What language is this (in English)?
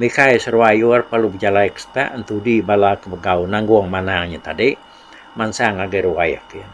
Iban